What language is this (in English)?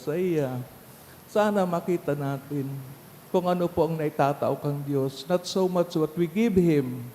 Bikol